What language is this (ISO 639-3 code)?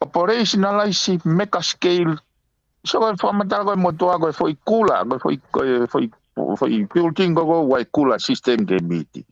ton